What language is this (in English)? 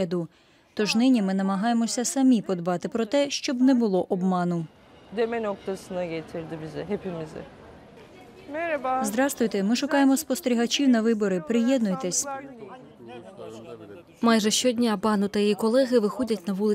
Ukrainian